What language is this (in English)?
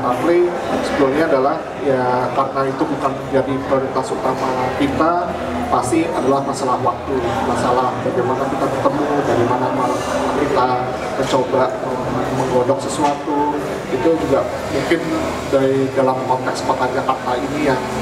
Indonesian